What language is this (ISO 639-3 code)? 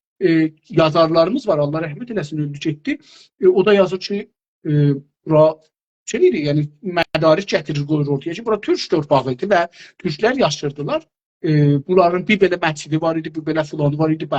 azb